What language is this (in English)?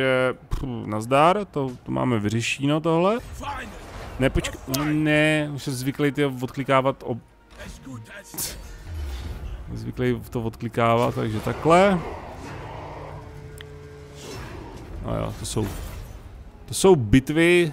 Czech